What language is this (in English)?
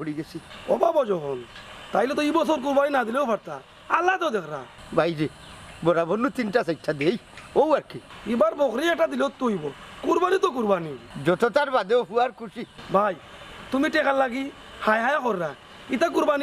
Sylheti